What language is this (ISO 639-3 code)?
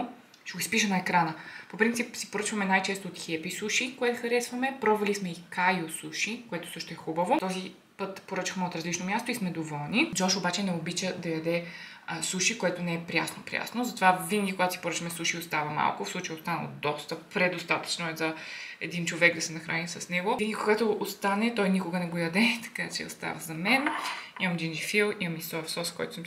bul